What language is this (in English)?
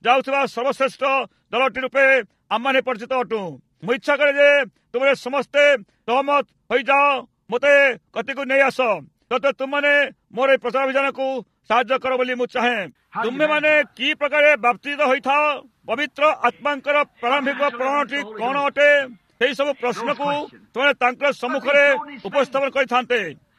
Odia